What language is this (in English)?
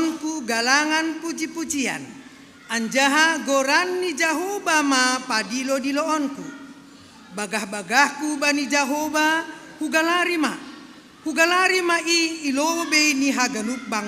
Batak Simalungun